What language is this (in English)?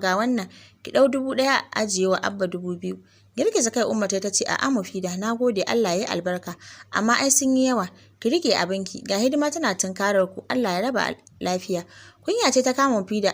Hausa